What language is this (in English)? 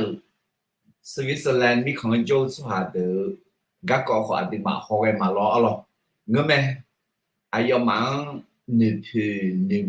Akha